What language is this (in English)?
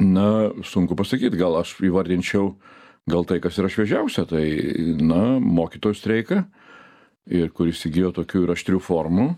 Lithuanian